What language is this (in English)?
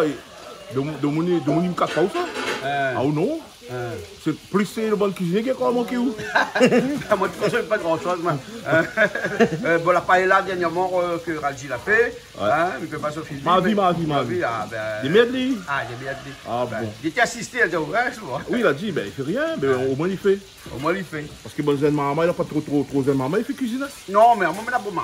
Réunion Creole French